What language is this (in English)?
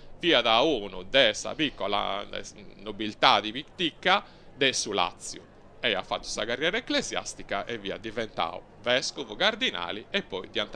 Sardinian